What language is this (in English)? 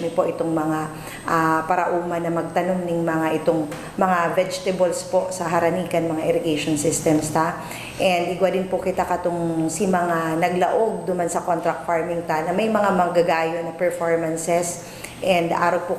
Bikol